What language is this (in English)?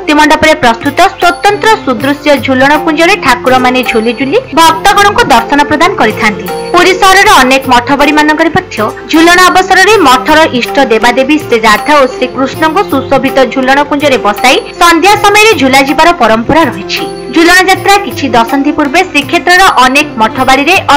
Odia